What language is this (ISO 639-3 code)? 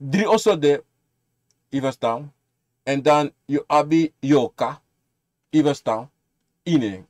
srn